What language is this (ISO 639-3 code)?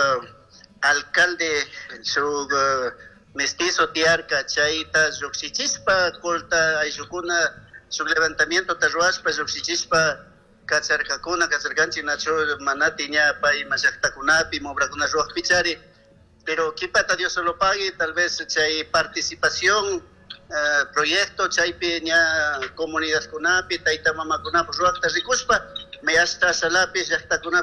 qug